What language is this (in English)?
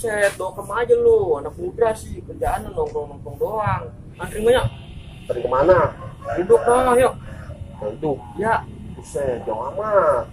Betawi